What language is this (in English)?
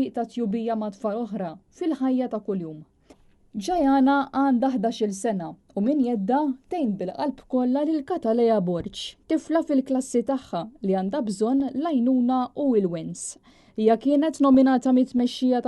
Maltese